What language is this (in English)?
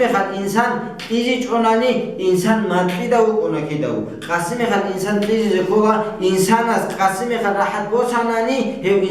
Avaric